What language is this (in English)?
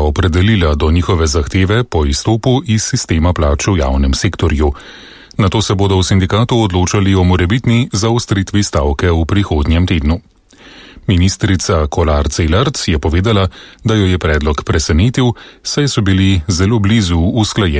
Slovenian